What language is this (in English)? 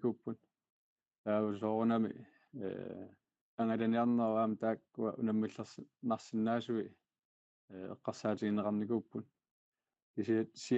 Kalaallisut